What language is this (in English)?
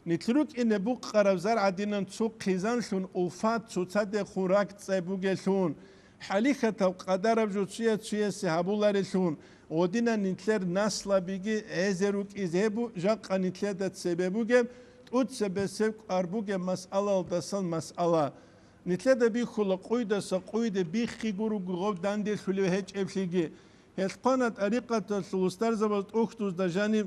Avaric